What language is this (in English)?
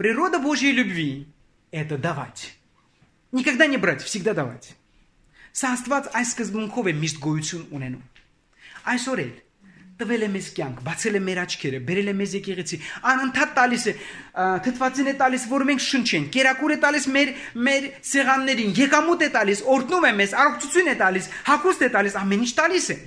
Armenian